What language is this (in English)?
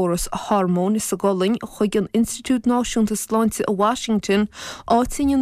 Irish